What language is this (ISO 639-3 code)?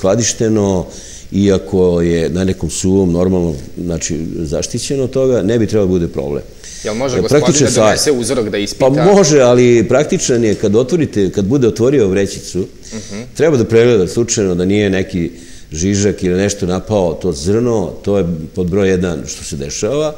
srp